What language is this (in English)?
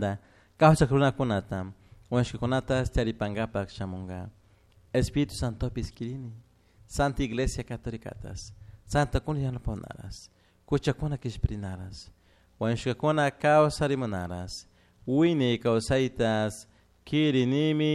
Chimborazo Highland Quichua